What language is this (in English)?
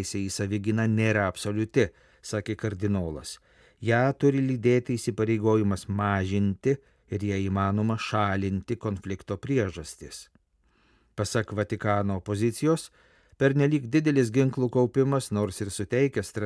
Lithuanian